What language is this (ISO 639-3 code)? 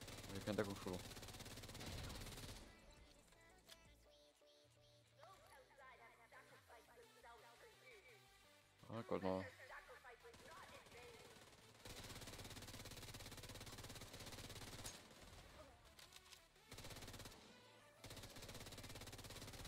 deu